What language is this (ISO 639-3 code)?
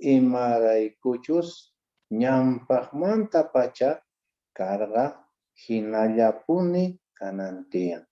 que